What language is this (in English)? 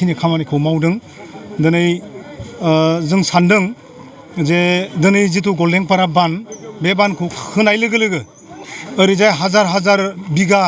Bodo